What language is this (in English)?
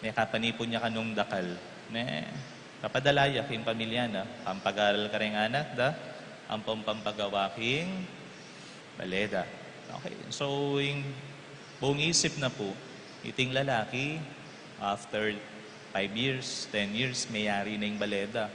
Pampanga